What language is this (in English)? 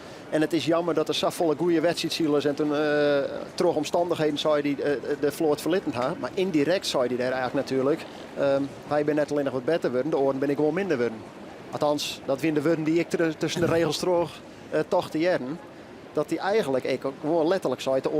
Western Frisian